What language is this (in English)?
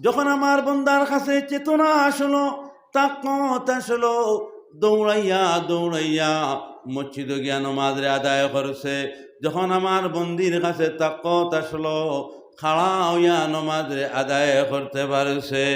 Sylheti